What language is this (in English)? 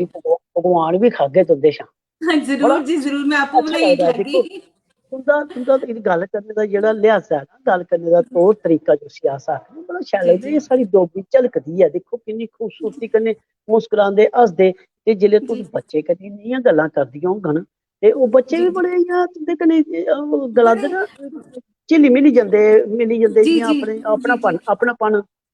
Dogri